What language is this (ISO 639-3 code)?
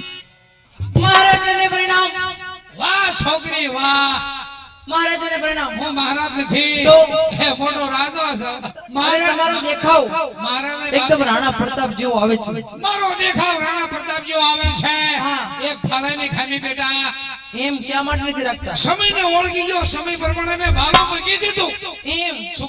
guj